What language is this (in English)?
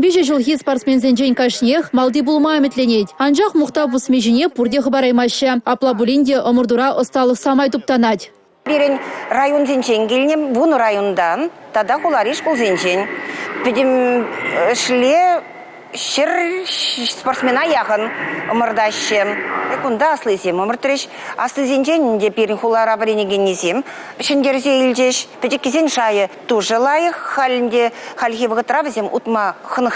Chuvash